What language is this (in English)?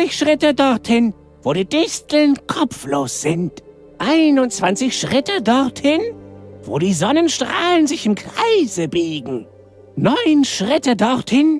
Bavarian